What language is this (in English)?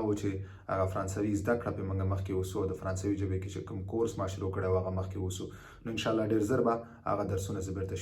Pashto